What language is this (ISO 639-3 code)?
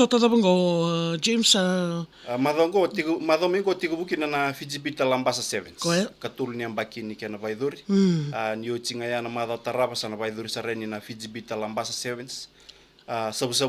fij